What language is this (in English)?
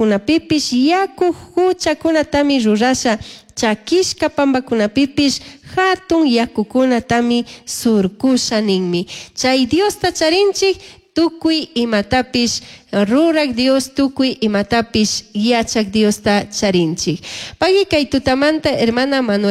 Chimborazo Highland Quichua